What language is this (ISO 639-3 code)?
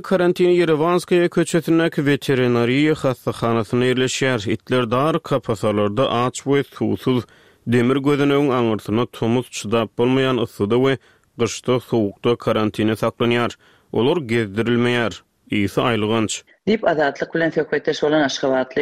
tuk